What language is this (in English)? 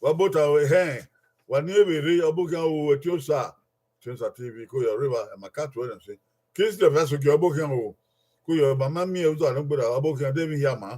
Bini